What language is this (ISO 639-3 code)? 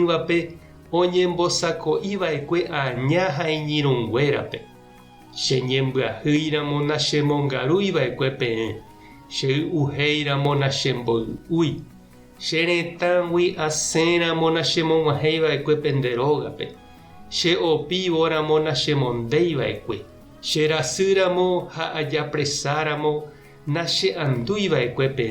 grn